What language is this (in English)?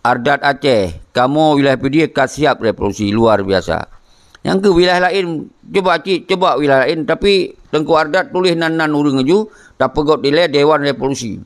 Achinese